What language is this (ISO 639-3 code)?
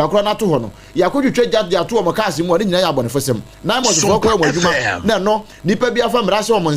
aka